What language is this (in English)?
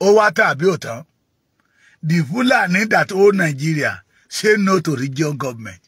Yoruba